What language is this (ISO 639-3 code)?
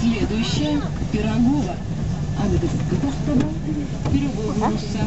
sah